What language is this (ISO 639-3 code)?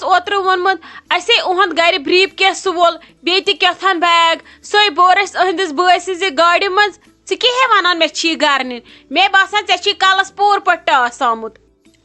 kas